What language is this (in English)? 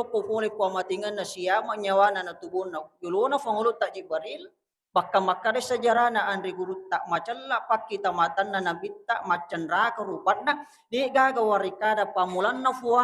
Buginese